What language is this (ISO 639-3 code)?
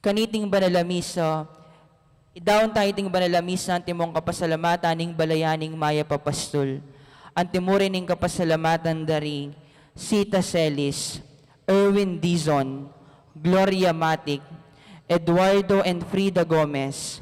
pam